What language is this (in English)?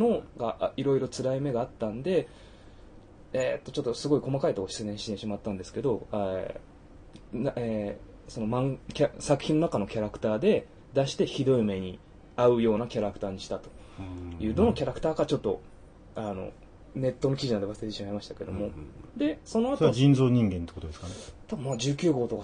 Japanese